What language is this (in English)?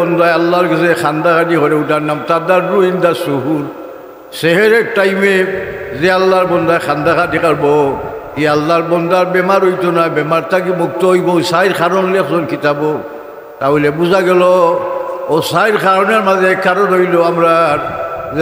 Sylheti